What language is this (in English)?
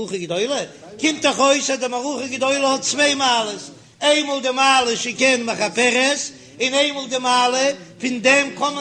Yiddish